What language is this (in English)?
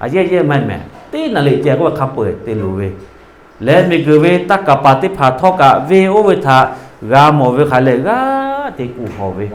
Lahu